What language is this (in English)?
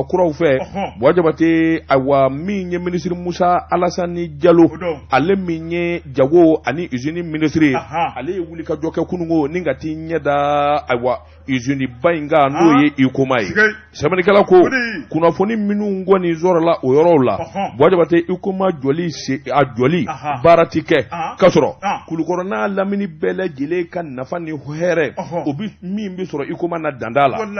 Bambara